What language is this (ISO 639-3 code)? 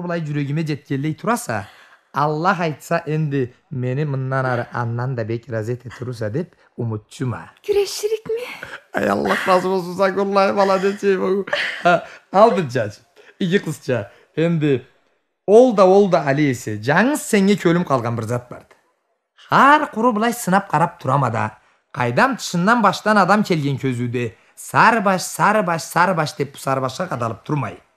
krc